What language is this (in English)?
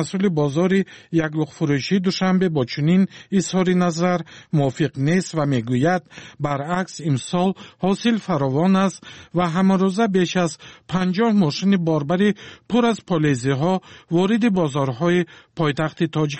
Tajik